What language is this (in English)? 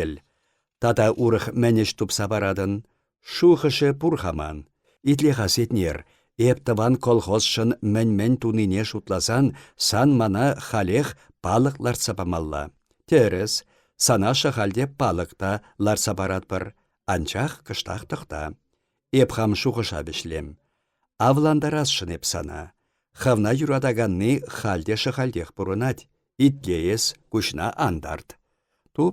Chuvash